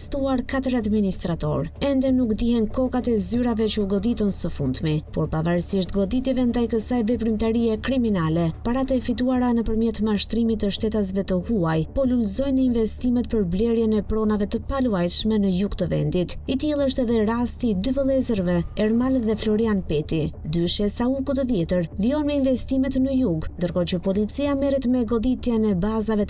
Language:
Albanian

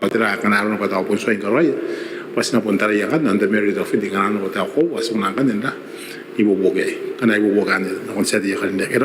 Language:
Gilbertese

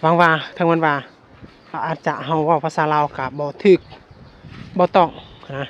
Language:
Lao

